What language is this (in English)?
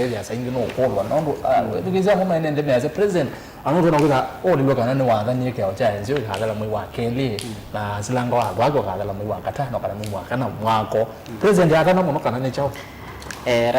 Kamba